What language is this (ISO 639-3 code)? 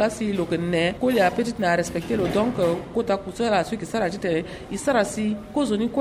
sag